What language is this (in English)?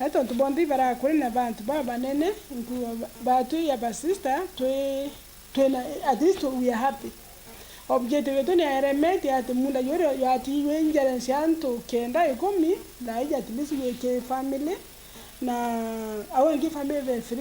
Meru